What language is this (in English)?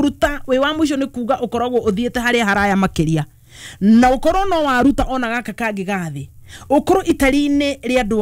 Kikuyu